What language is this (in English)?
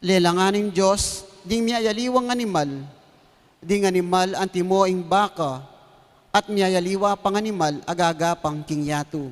Pampanga